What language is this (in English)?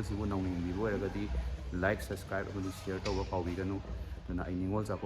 Manipuri